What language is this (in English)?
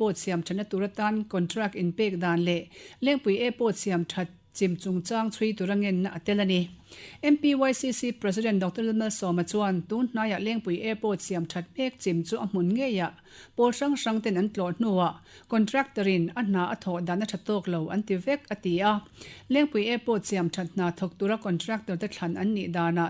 Mizo